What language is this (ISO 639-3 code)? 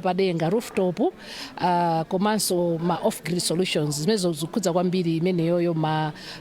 nya